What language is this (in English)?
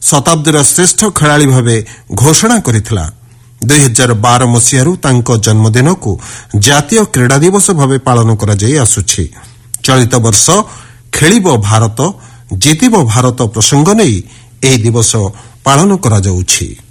Odia